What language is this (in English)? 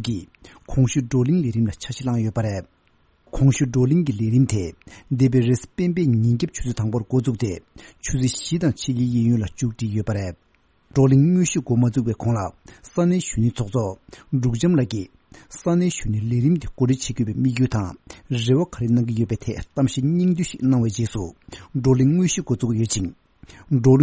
Tibetan